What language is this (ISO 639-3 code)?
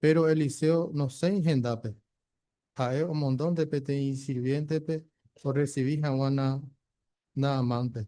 grn